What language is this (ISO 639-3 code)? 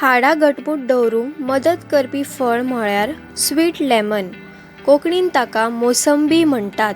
kok